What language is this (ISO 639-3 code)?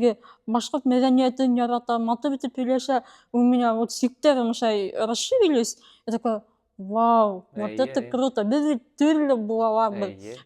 bak